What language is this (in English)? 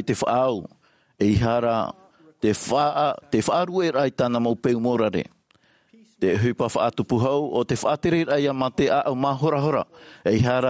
Tahitian